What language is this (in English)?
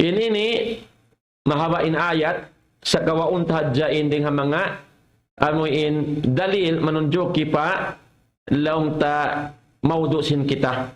Tausug